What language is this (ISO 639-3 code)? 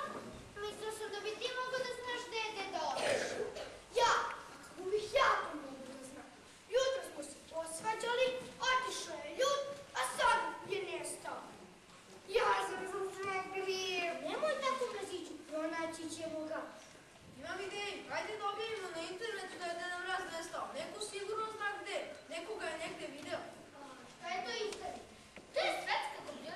srp